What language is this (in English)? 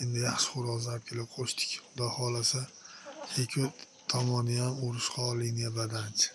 Uzbek